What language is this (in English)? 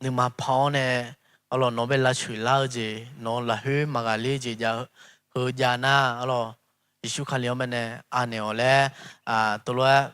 Akha